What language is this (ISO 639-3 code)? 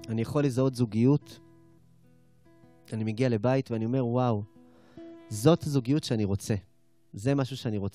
heb